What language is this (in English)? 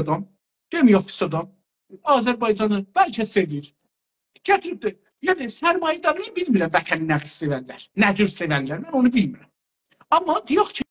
South Azerbaijani